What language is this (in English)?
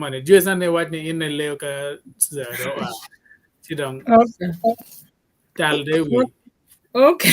Acoli